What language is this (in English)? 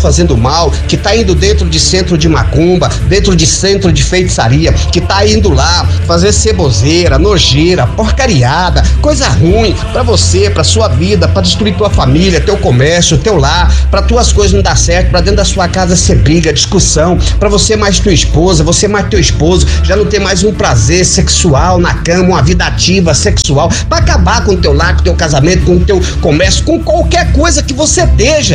Portuguese